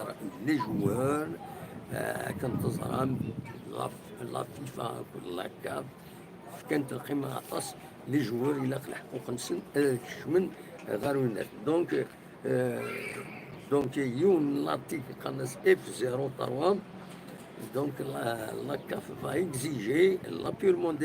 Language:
Kabyle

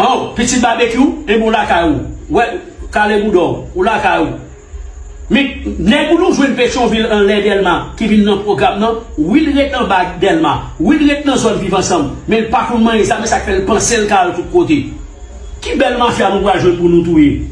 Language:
Haitian Creole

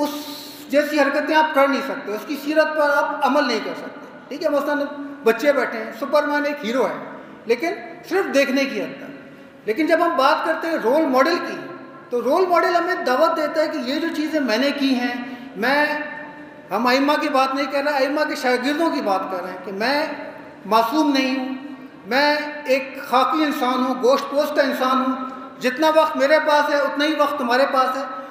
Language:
Urdu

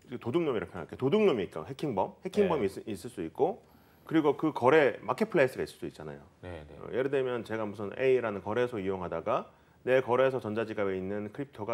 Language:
Korean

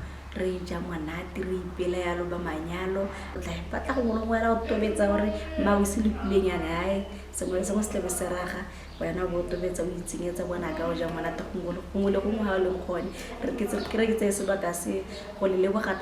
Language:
Tswana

